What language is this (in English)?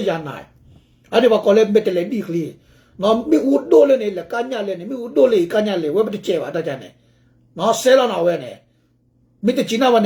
S'gaw Karen